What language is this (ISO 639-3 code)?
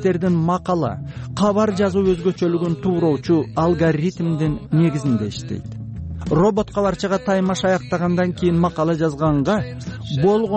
kir